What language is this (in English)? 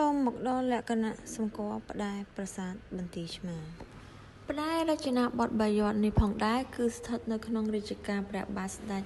Khmer